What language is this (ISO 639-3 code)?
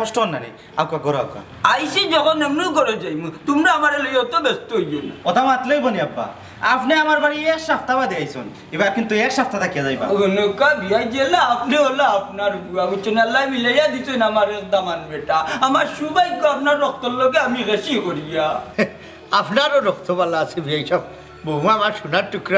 syl